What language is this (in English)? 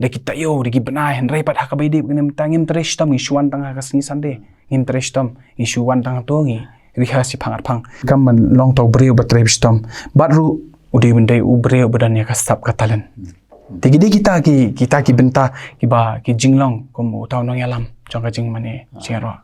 Khasi